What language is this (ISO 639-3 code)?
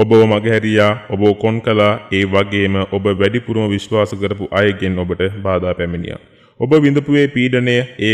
sin